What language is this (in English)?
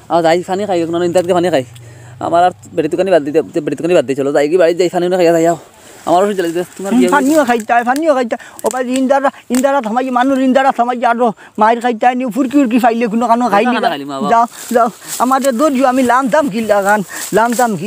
Sylheti